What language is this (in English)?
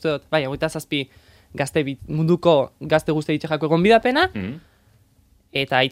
Basque